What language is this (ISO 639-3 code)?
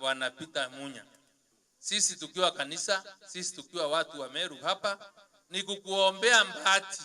mer